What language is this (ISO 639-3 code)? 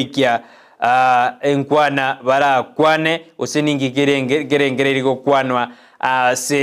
guz